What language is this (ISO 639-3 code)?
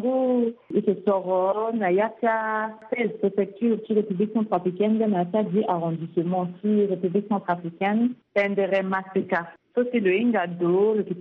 sag